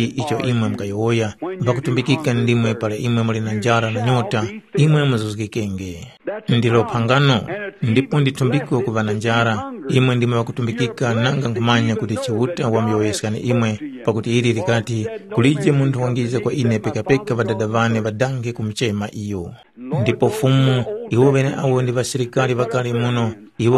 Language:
Tumbuka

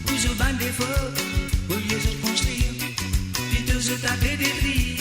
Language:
Morisyen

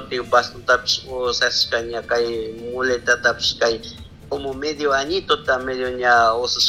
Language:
Chimborazo Highland Quichua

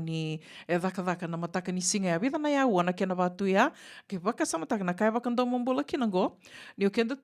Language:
Fijian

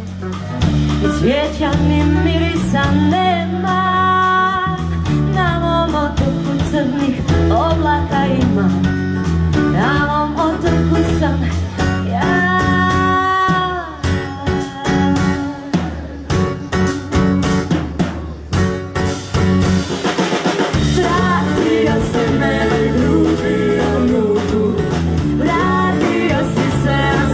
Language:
Croatian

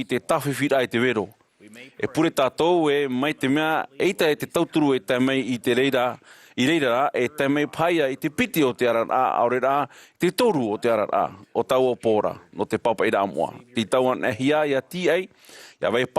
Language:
Tahitian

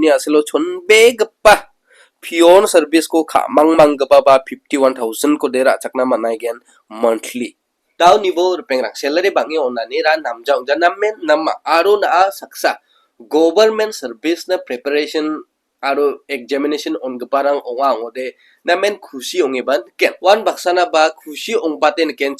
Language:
Garo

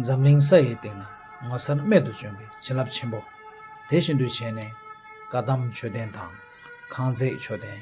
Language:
Tibetan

